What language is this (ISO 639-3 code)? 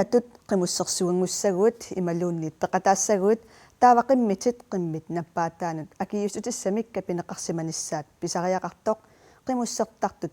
kal